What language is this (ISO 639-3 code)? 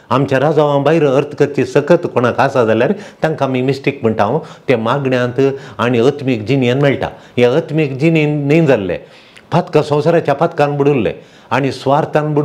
kok